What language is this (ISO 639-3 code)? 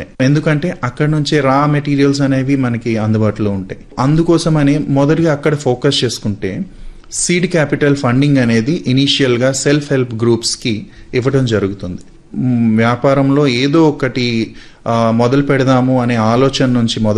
tel